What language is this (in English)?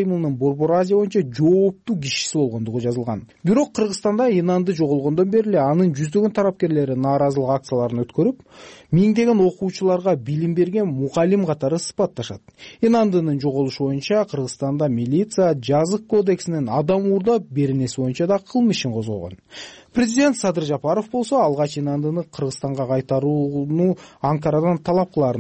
Kyrgyz